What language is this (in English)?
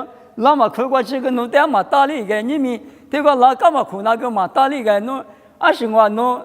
Lisu